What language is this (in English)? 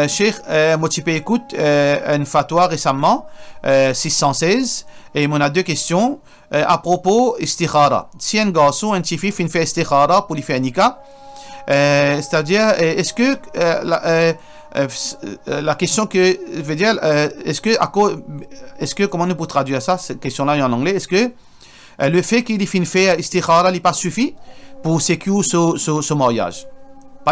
Morisyen